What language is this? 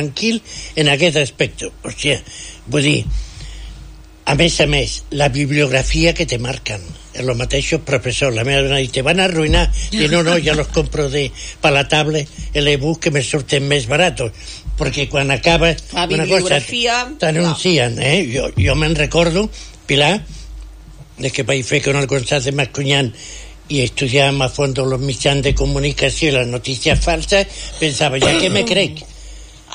Catalan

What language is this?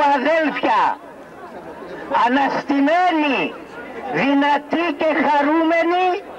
Greek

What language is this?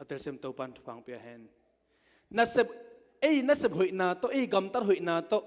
Tedim Chin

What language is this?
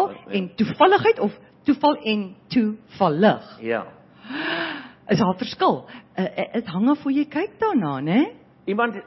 Afrikaans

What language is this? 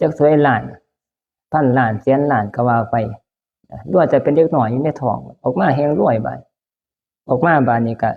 Northeastern Thai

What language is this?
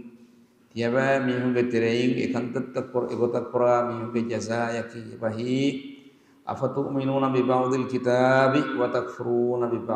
Divehi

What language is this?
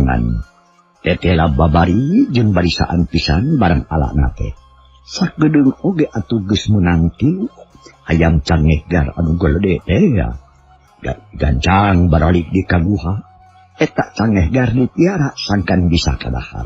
Sundanese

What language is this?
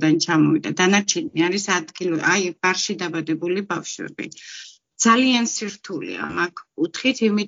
Georgian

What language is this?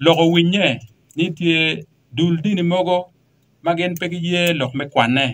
Acoli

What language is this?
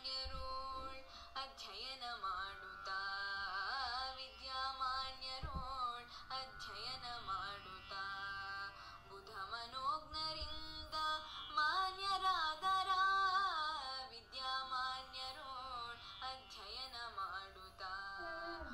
Kannada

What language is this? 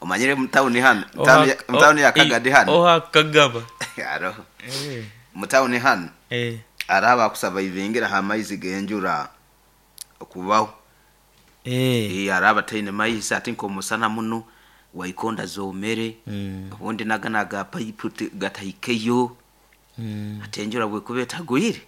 Nyoro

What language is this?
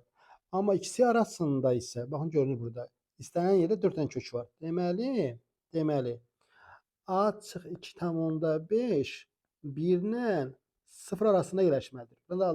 Azerbaijani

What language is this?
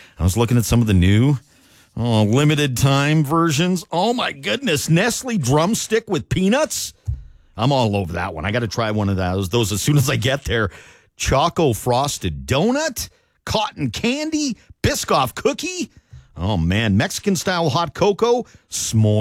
English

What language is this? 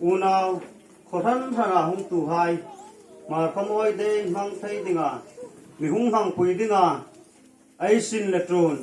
Hmar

